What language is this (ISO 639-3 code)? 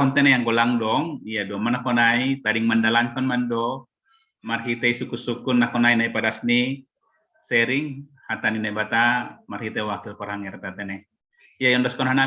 bts